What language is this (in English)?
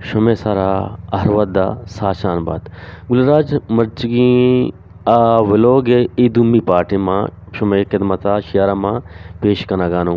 Eastern Balochi